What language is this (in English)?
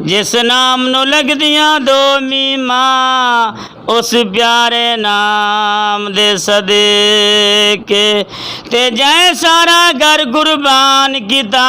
Western Panjabi